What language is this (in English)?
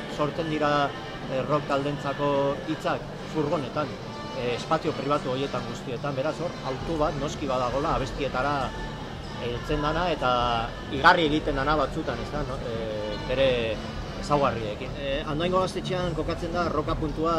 Basque